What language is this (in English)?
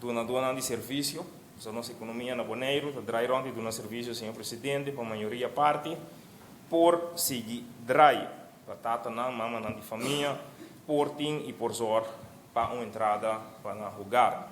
Papiamento